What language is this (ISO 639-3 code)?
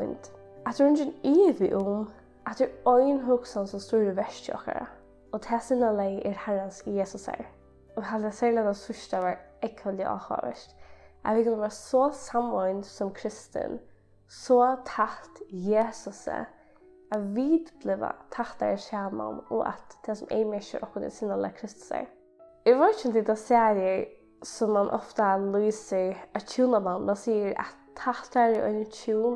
fao